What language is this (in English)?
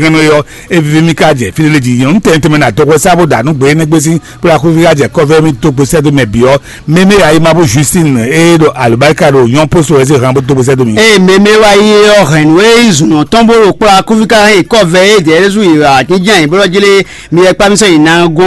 Fon